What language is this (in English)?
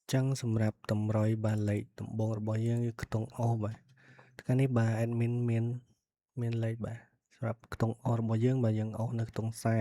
Khmer